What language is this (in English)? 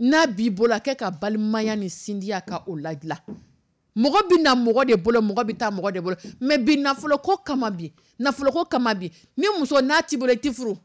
Dyula